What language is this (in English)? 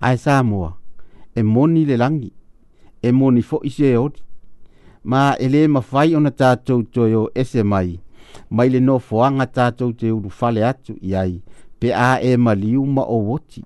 Samoan